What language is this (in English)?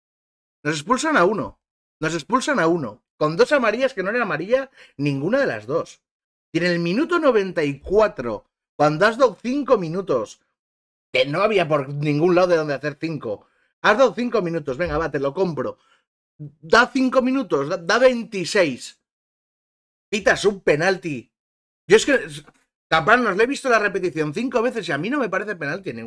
Spanish